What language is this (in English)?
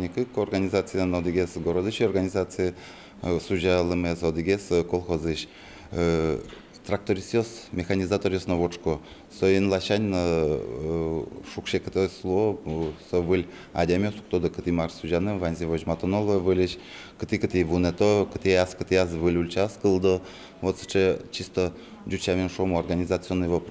Udmurt